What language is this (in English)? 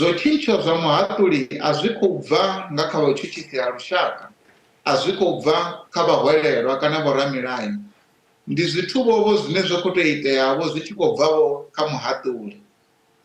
Venda